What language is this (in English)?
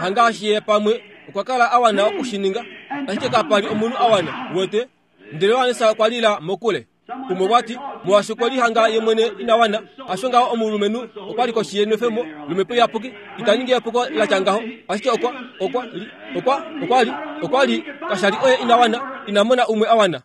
Kuanyama